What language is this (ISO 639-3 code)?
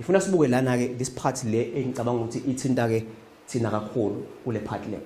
zul